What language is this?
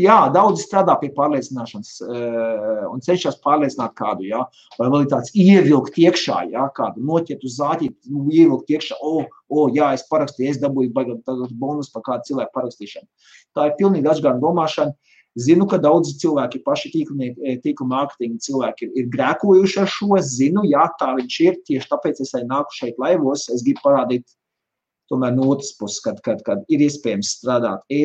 Latvian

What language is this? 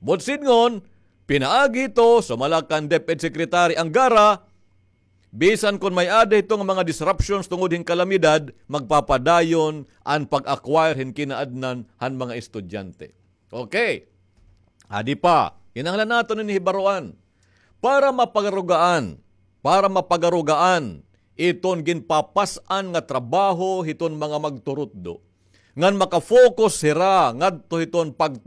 Waray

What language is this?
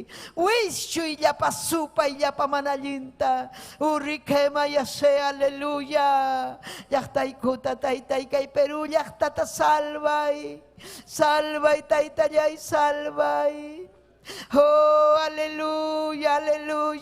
Ayacucho Quechua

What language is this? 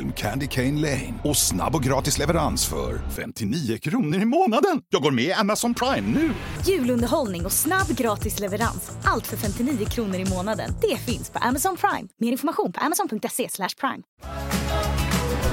Swedish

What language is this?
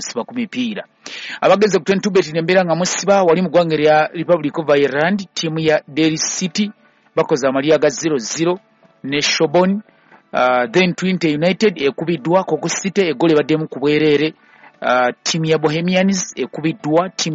Ganda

